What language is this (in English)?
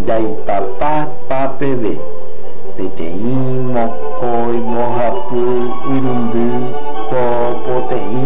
Guarani